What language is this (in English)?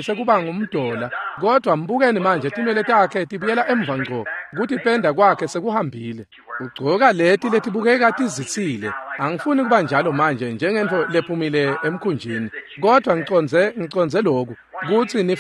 Swati